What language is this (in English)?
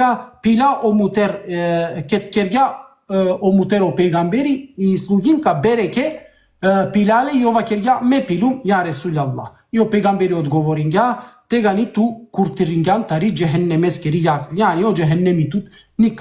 Balkan Romani